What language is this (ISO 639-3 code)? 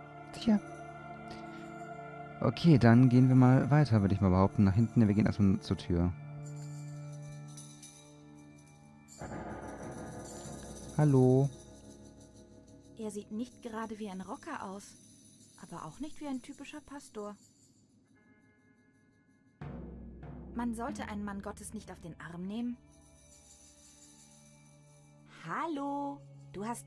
deu